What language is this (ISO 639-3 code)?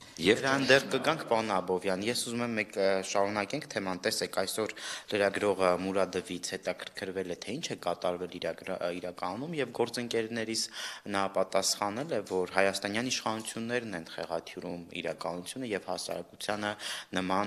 hye